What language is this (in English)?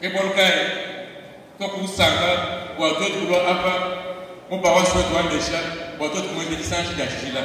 Luba-Lulua